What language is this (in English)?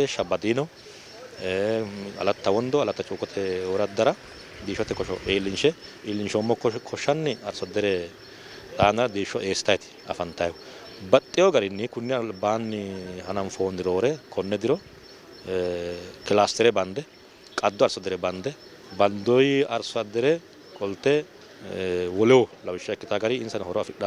Sidamo